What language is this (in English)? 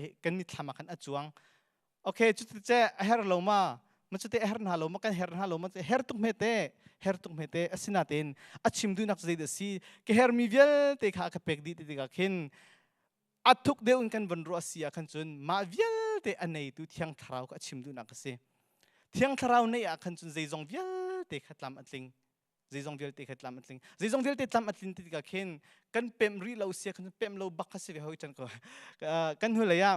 Hakha Chin